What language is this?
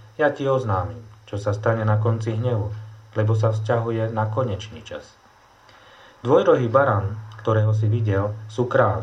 Slovak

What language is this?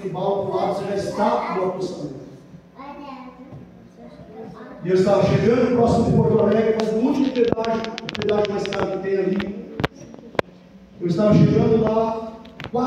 Portuguese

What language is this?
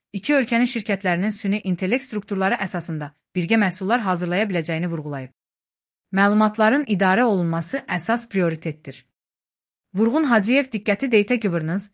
Azerbaijani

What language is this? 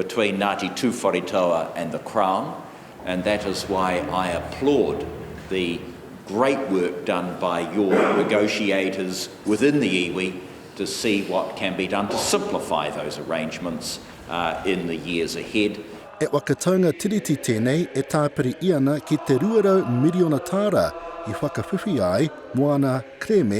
Māori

